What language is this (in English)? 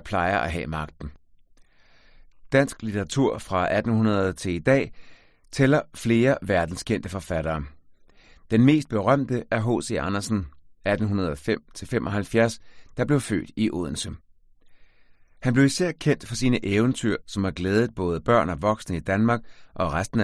Danish